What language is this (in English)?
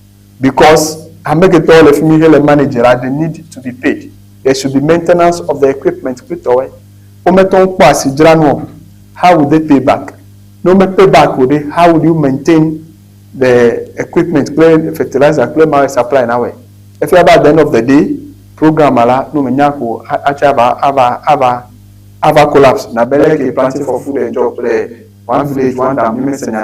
Ewe